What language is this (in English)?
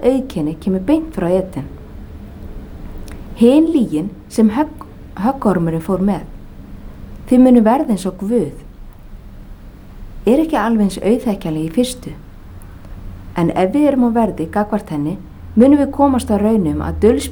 Icelandic